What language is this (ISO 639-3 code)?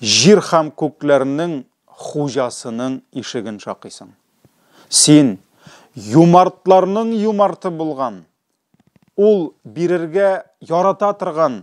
tat